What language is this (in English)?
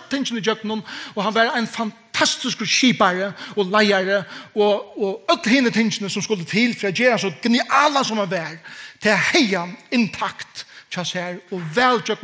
Faroese